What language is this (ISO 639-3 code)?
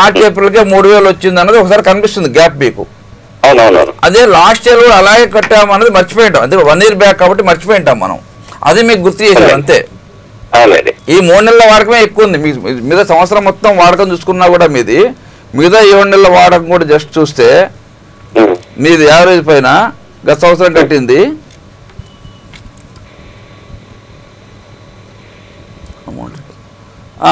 tel